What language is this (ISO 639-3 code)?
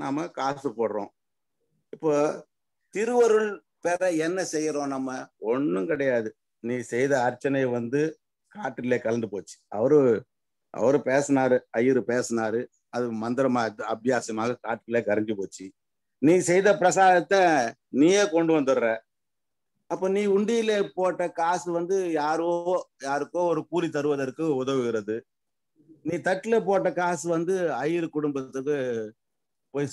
tam